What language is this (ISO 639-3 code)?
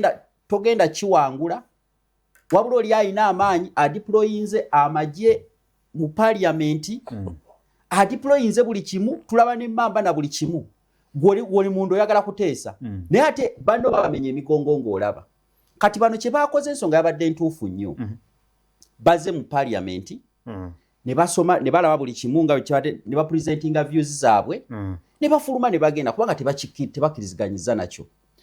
lug